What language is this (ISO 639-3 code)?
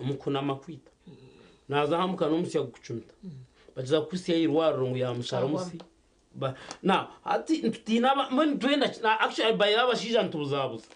nyn